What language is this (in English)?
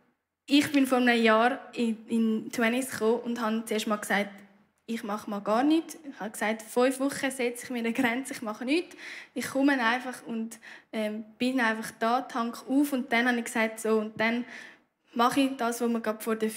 Swiss German